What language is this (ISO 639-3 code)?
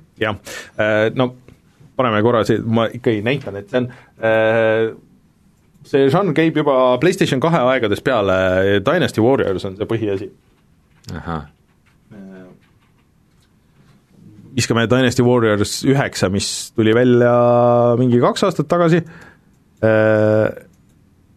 est